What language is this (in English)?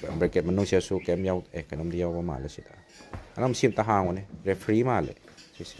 Manipuri